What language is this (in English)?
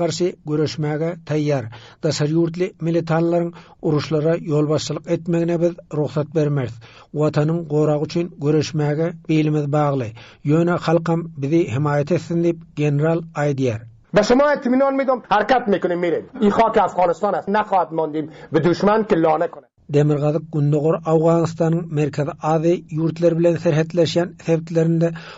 Turkmen